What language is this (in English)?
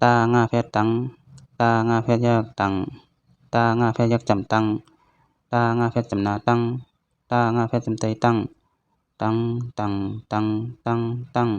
Shan